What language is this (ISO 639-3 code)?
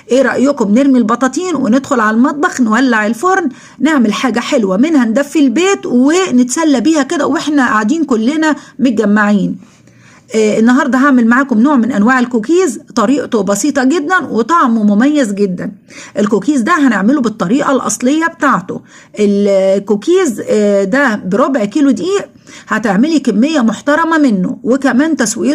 arz